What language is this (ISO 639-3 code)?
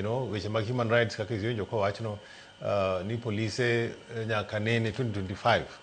luo